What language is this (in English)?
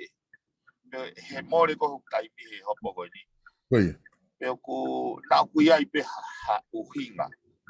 Tongan